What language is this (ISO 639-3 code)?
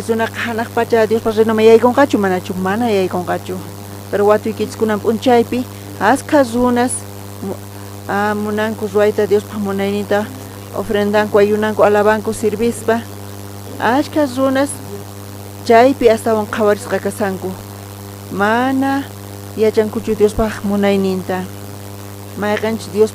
quh